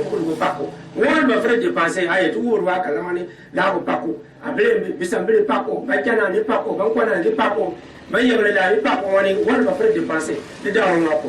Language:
Gourmanchéma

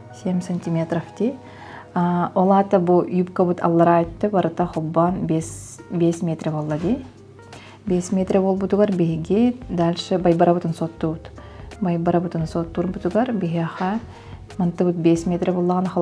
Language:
Yakut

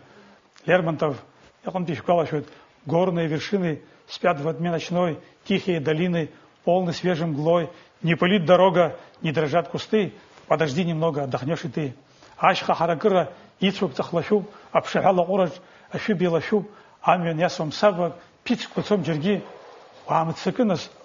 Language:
Abkhazian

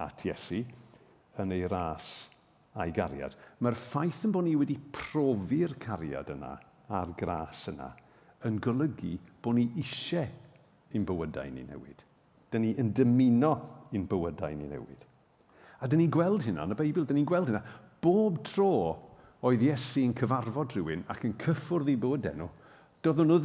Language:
Welsh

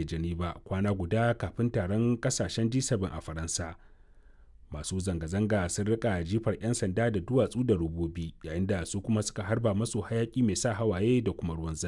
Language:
Hausa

